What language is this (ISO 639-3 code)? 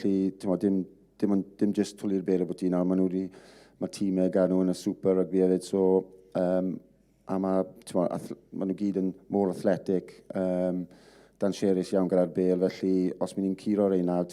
cym